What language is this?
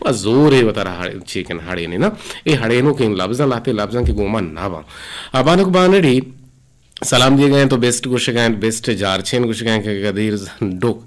Eastern Balochi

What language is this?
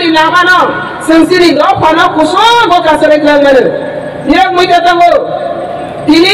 Kok Borok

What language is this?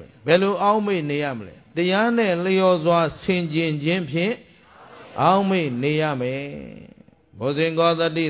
Burmese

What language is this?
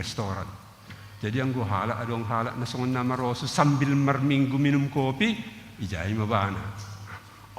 Batak Simalungun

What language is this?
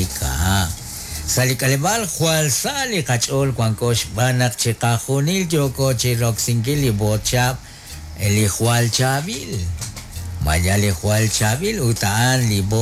Kekchí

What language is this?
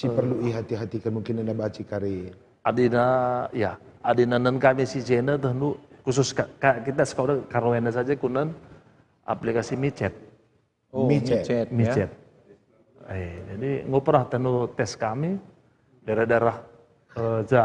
Batak Karo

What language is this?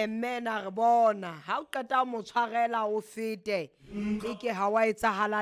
Southern Sotho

